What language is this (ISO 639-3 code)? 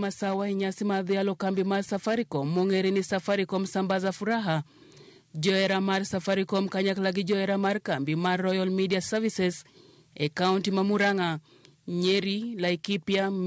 luo